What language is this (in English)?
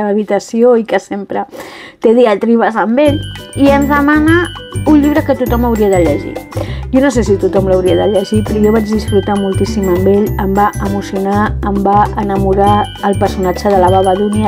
Catalan